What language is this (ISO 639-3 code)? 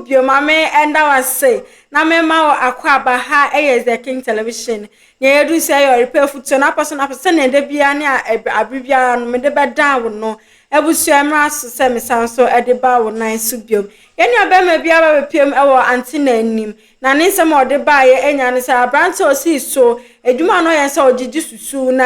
aka